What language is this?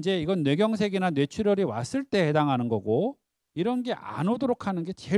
Korean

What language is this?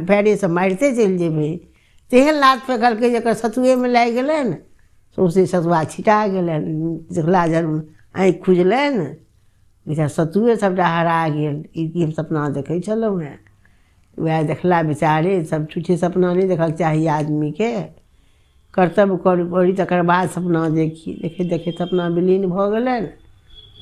Maithili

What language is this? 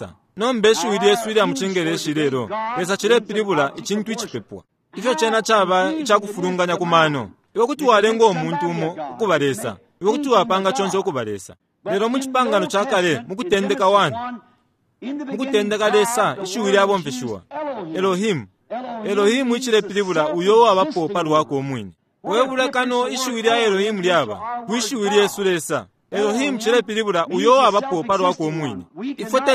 Bemba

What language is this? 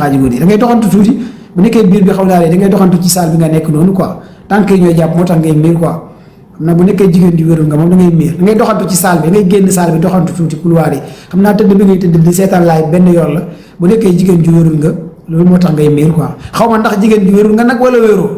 Wolof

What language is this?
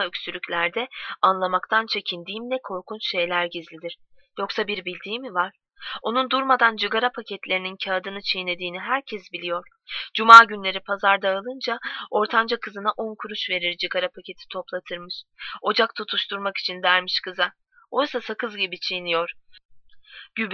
Turkish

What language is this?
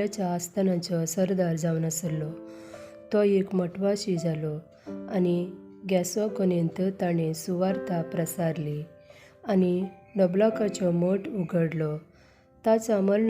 Konkani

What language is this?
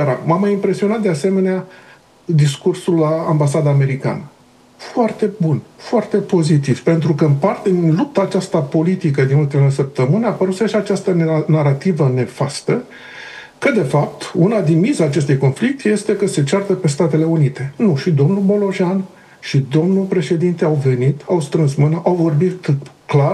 Romanian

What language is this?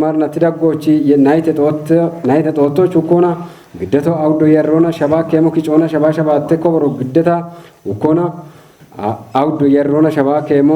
Kafa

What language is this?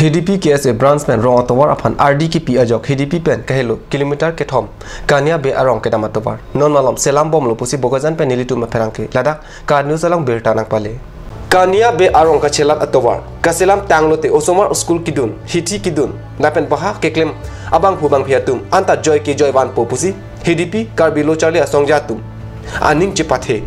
Karbi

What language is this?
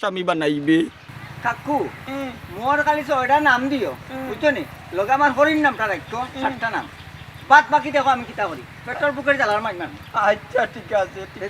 Sylheti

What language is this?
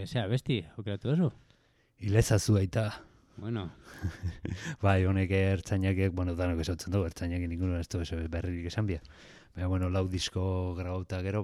Basque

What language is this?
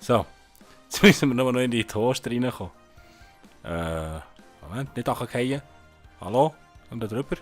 Swiss German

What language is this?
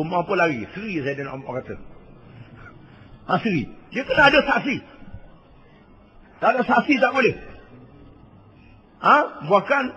Malay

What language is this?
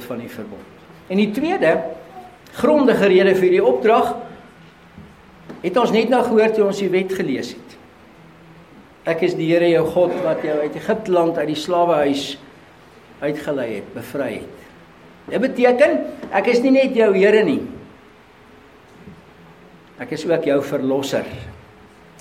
Afrikaans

